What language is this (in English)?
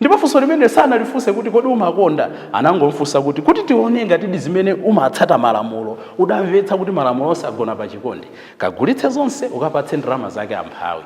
Nyanja